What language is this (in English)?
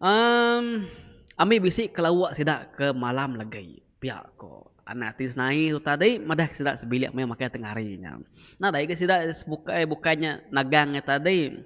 Iban